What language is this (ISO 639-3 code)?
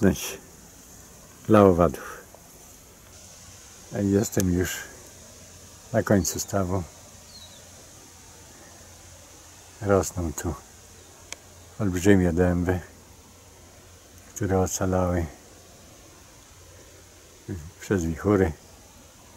pol